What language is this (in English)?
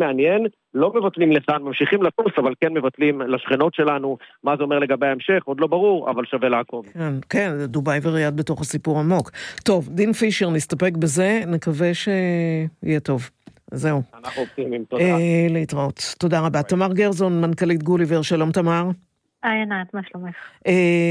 Hebrew